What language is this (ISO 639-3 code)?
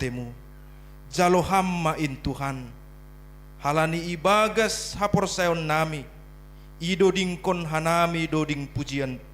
bts